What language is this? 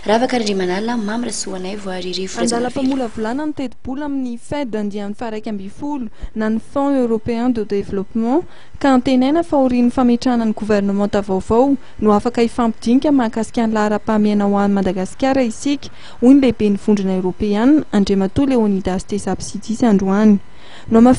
Malagasy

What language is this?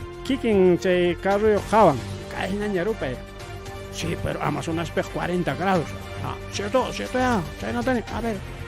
Ayacucho Quechua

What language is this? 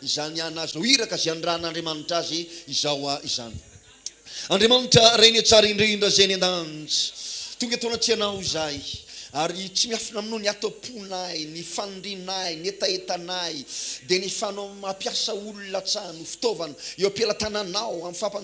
Malagasy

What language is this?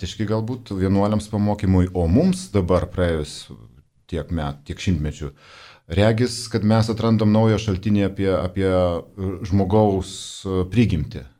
Lithuanian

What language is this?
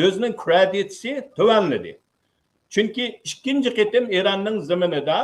Uyghur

